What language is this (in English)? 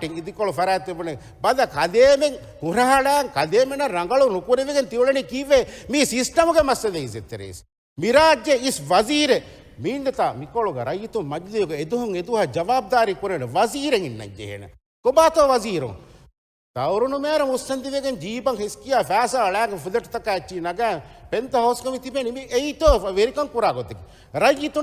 Divehi